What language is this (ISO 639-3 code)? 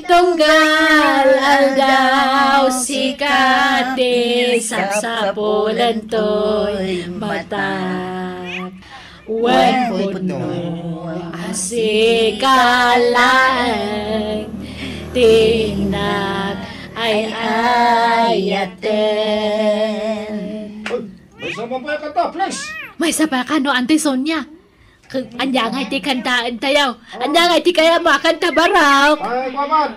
ilo